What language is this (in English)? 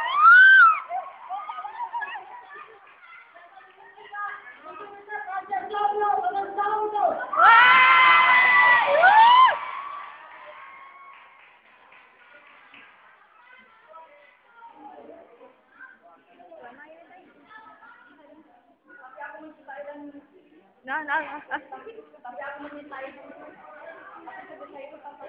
Indonesian